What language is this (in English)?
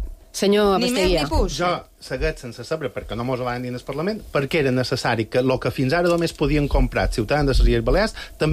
Catalan